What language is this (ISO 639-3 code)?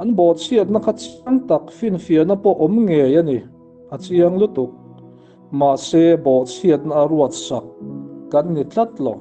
lus